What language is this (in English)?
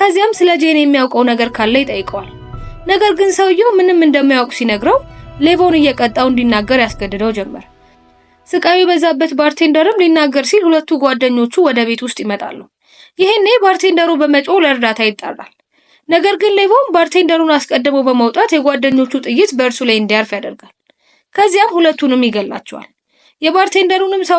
Amharic